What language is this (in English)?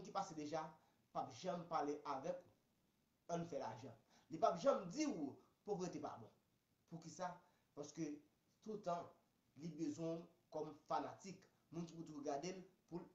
Haitian Creole